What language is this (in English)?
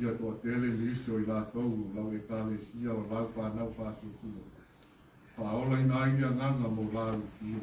Samoan